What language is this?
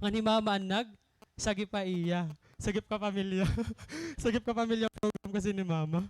Waray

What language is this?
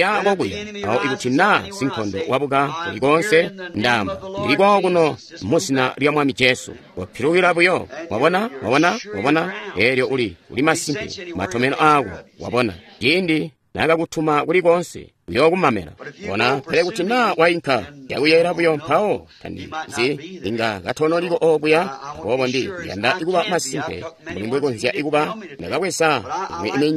Tonga (Zambia)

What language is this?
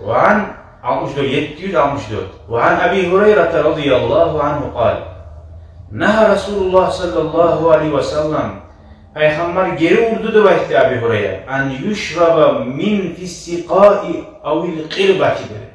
Kumyk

